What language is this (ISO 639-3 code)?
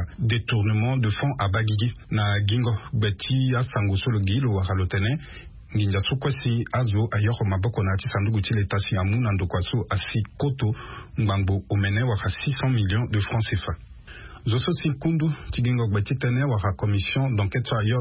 sag